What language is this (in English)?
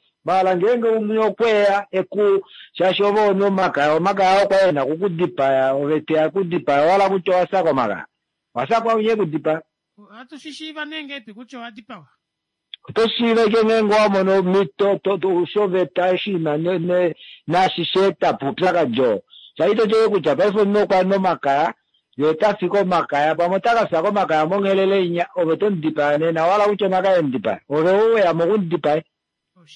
Kuanyama